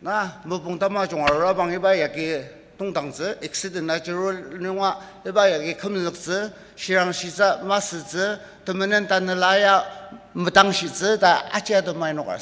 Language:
Ao Naga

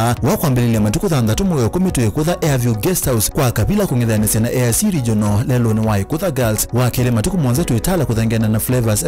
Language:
Kamba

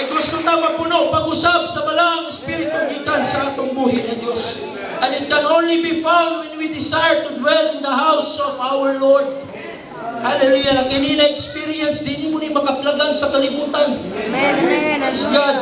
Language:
Cebuano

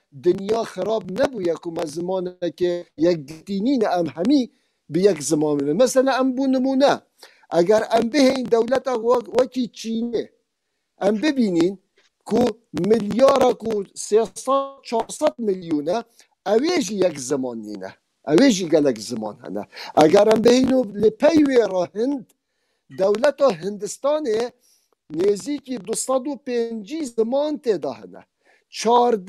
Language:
Kurdish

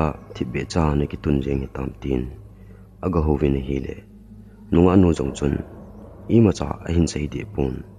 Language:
Thado Chin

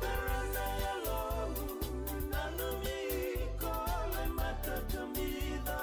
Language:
Fijian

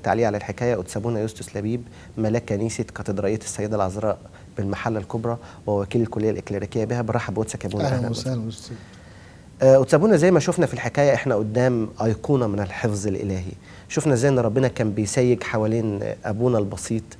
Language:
Egyptian Arabic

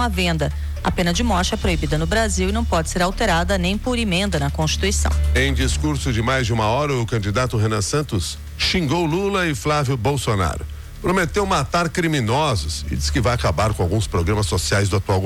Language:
Portuguese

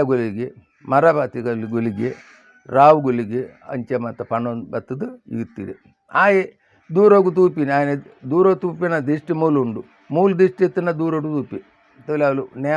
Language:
Tulu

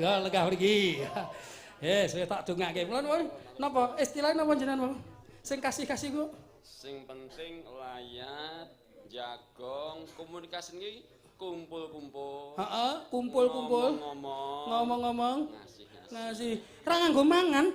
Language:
Javanese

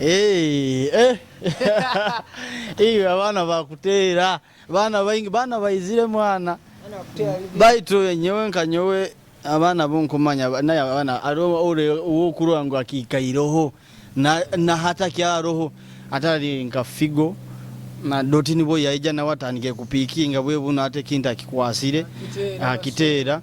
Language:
Nyoro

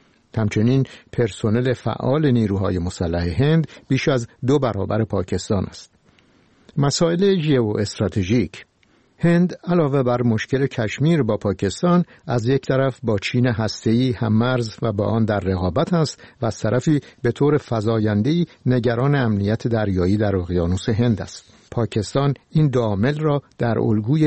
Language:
Persian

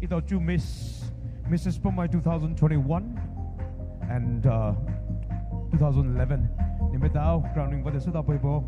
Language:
Poumei Naga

